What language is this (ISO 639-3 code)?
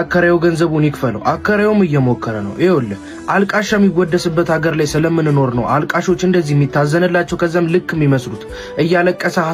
amh